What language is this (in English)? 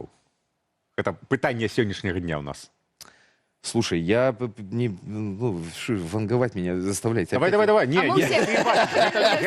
Belarusian